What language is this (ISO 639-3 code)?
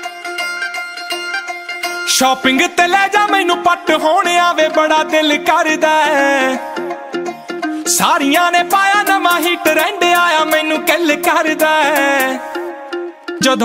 pan